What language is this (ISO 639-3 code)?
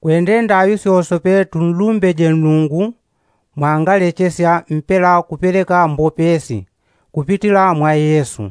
yao